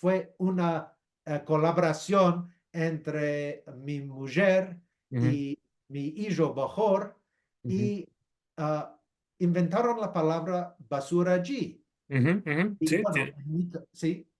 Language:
Ladino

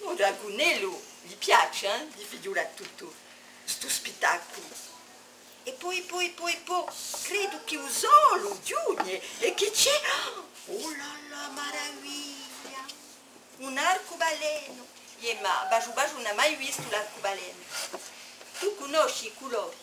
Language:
Corsican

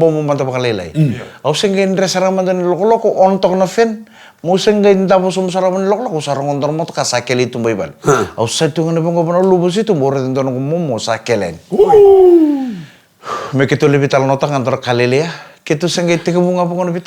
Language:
Fijian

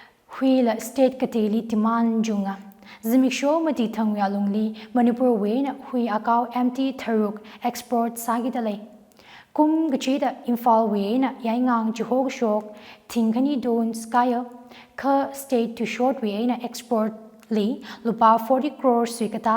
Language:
Tangkhul Naga (India)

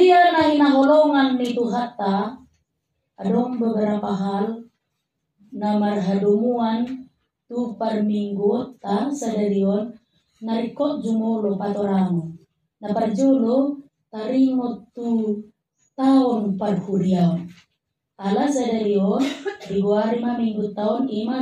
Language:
Batak Toba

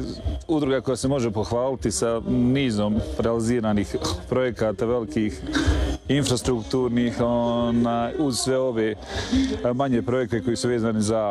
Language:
Croatian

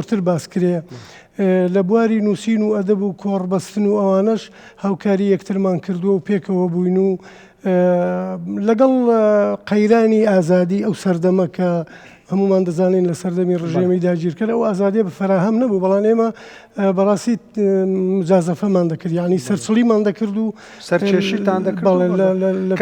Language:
Central Kurdish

